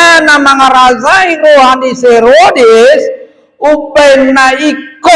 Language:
Batak Toba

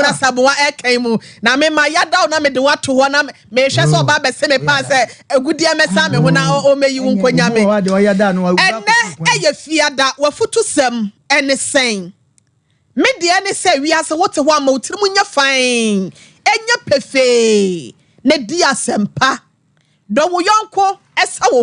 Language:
Akan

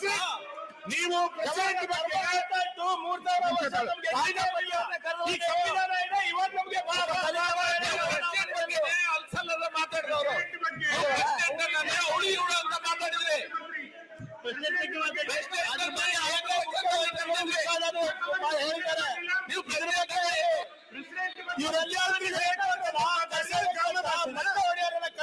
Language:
Kannada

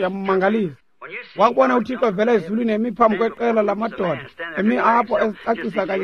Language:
Xhosa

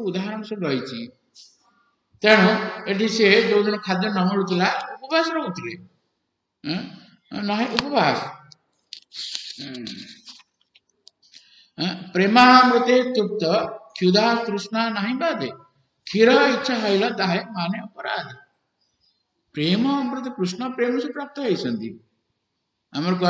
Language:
Odia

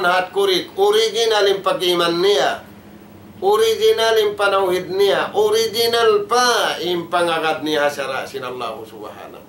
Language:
Tausug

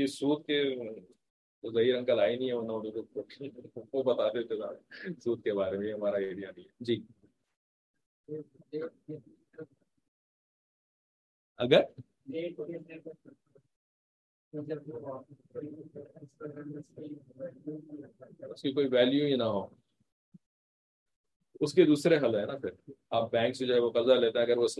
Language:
Urdu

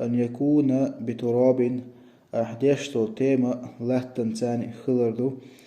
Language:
Chechen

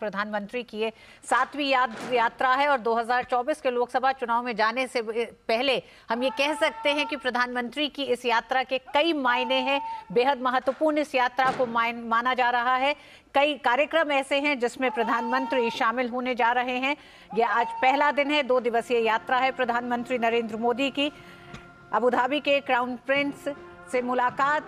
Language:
Hindi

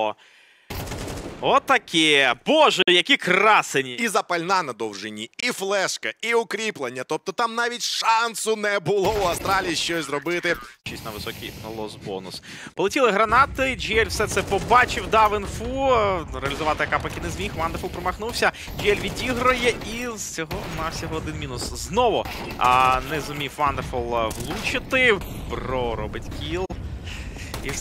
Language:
Ukrainian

